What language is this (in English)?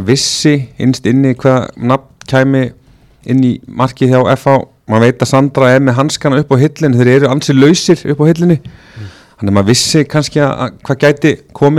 Icelandic